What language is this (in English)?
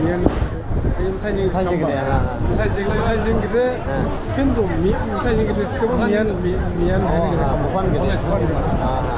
Dimasa